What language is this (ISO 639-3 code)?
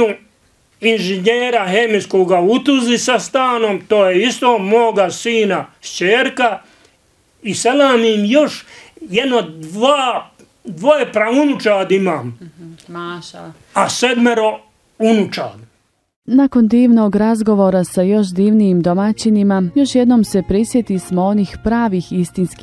bos